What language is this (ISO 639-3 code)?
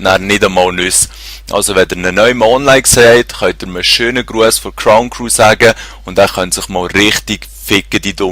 gsw